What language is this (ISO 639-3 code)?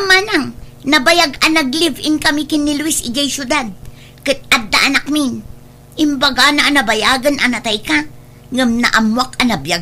ilo